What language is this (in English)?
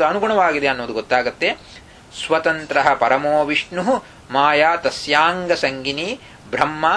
Kannada